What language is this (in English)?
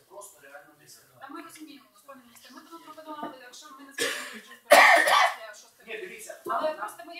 Ukrainian